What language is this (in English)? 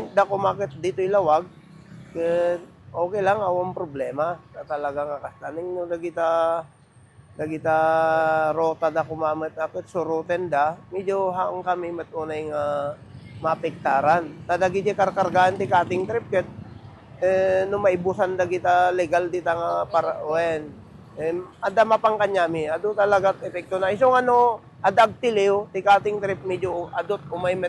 Iloko